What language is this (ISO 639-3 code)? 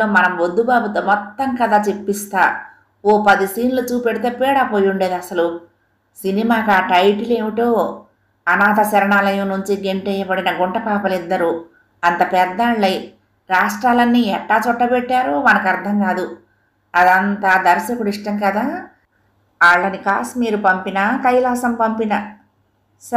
tel